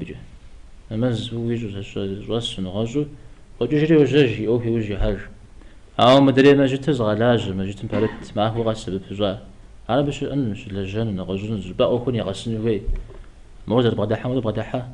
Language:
Kabardian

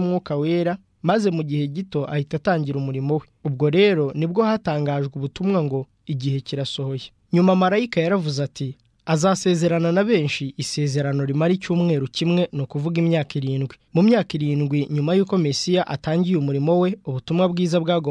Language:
Kinyarwanda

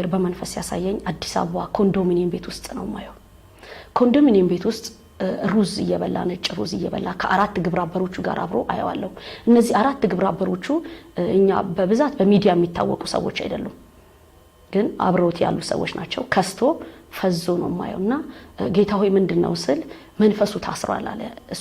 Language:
Amharic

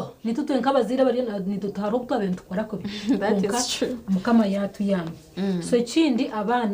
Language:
Nyankole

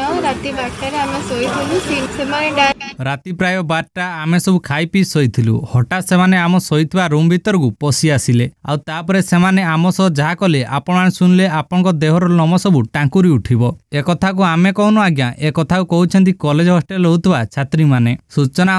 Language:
Odia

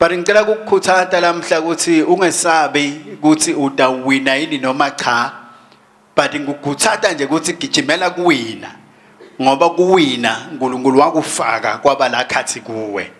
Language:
Swati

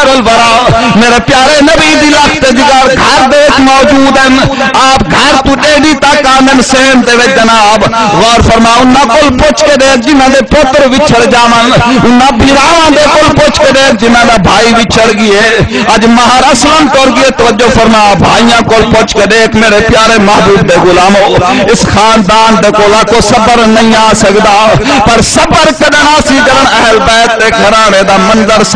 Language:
Saraiki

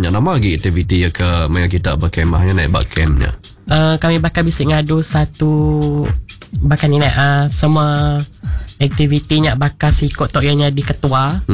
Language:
Iban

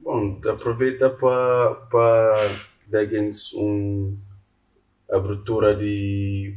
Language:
Kabuverdianu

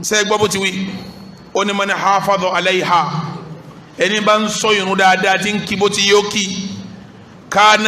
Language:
Yoruba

